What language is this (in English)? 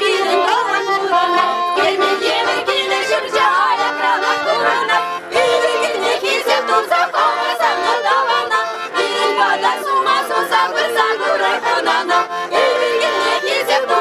Chuvash